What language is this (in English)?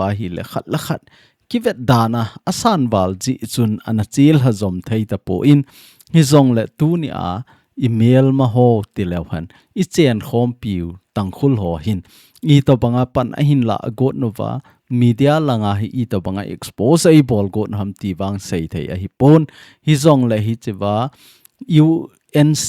Thado Chin